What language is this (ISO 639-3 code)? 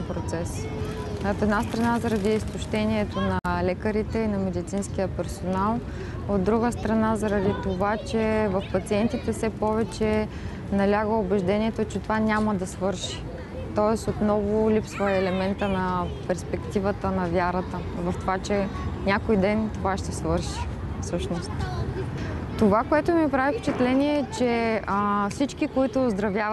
bul